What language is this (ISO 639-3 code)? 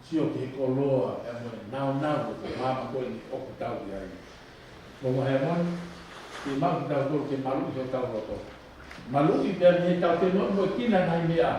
ton